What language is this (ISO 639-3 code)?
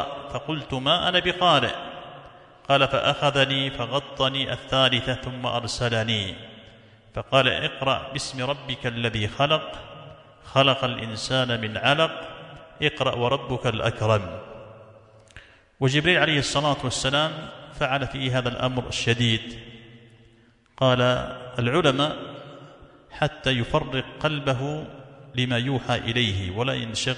ara